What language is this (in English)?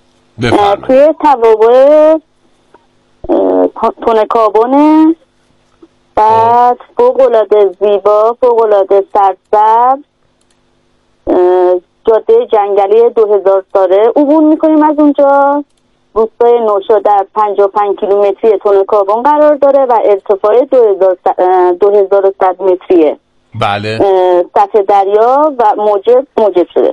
Persian